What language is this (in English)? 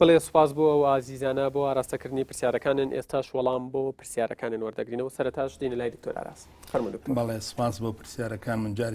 Central Kurdish